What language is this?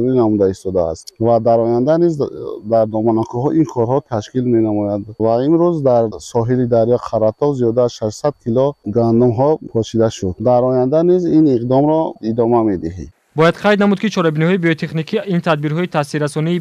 Tajik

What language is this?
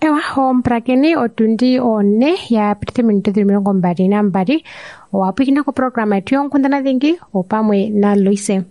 Kuanyama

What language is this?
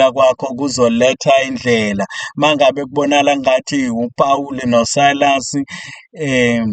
Zulu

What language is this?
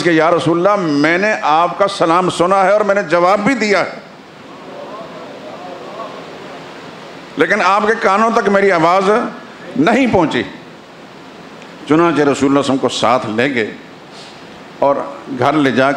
Urdu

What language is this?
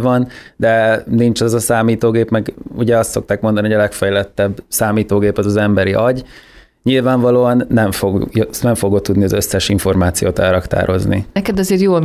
Hungarian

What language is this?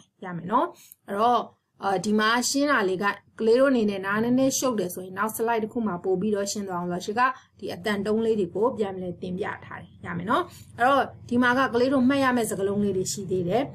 Burmese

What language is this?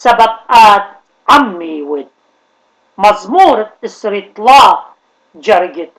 Assyrian Neo-Aramaic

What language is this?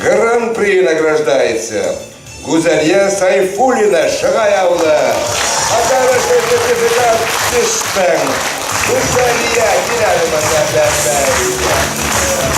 Bashkir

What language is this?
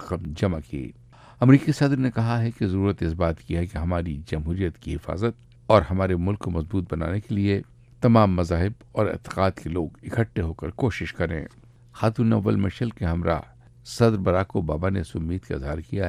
Urdu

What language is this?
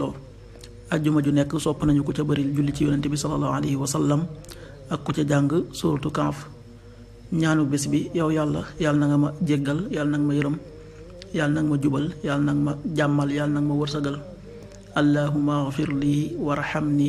Wolof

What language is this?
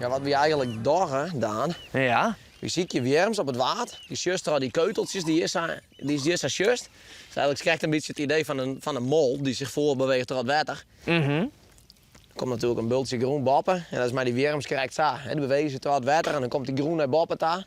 Western Frisian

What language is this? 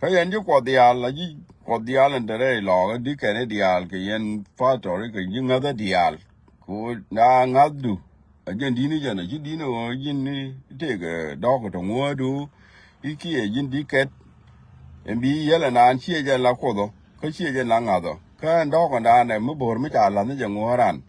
Nuer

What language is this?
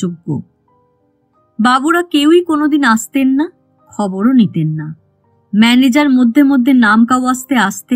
Bangla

